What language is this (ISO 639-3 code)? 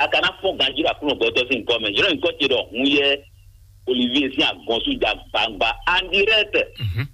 fon